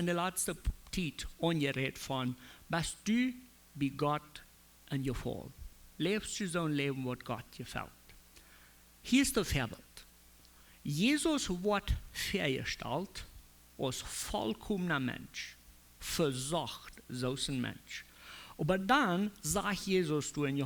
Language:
Plautdietsch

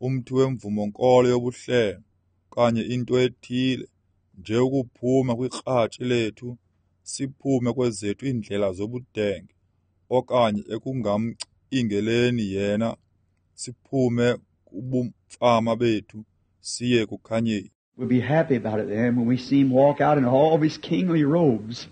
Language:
Xhosa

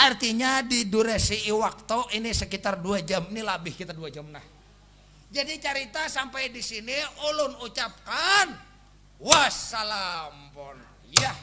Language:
Banjar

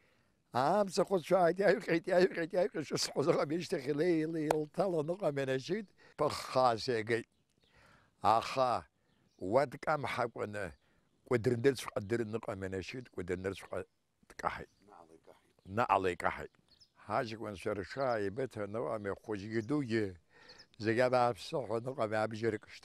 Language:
Abkhazian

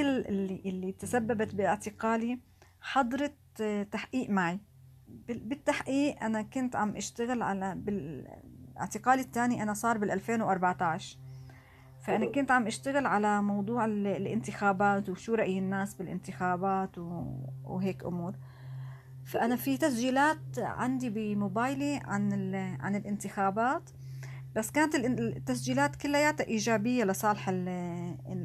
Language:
North Levantine Arabic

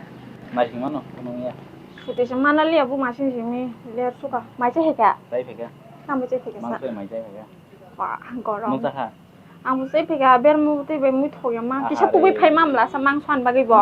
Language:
Kok Borok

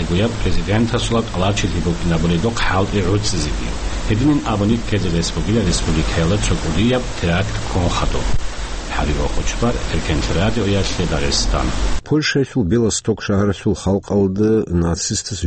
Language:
Avaric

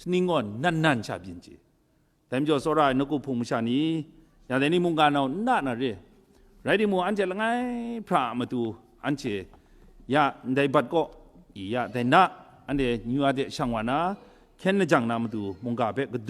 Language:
Kachin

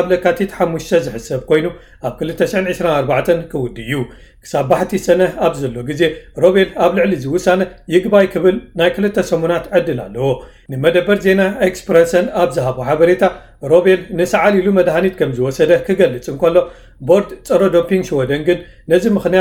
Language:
Tigrinya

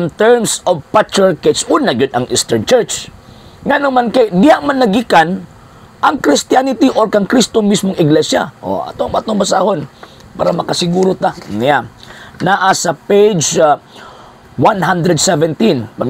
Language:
Cebuano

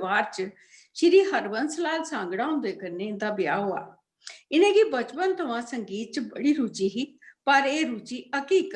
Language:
Dogri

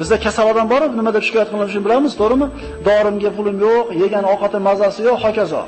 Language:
Uzbek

